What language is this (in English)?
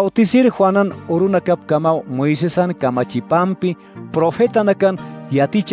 Aymara